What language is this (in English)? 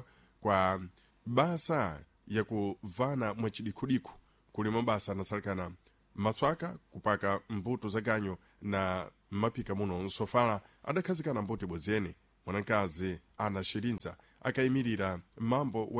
Sena